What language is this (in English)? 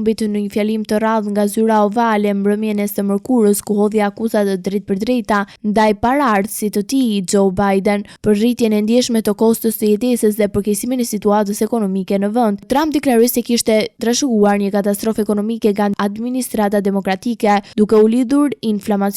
Albanian